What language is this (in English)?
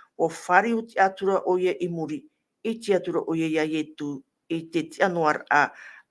Tahitian